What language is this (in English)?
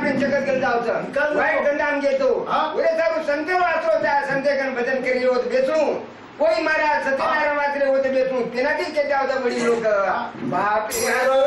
Lambadi